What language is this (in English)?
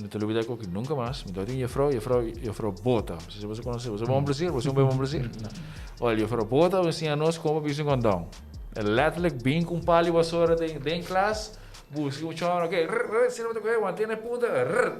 Papiamento